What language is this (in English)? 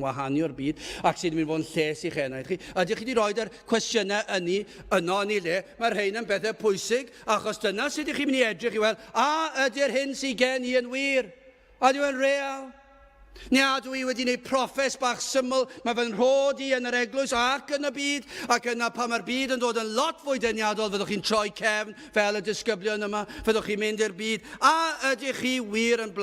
Welsh